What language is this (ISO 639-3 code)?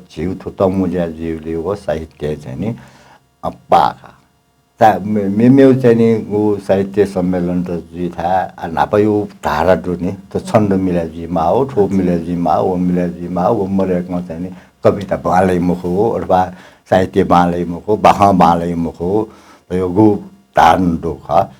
new